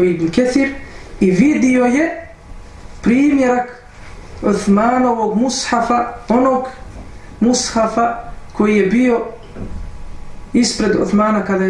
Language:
Bosnian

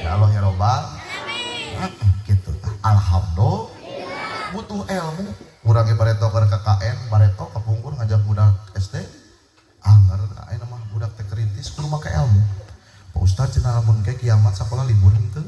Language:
Sundanese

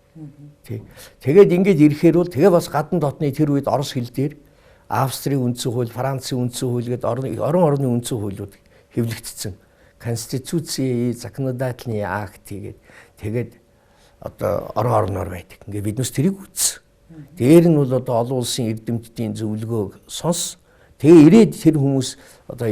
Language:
Mongolian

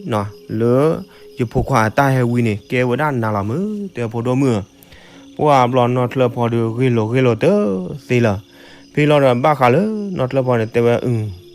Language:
S'gaw Karen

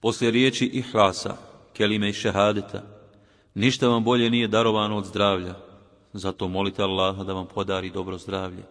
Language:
Bosnian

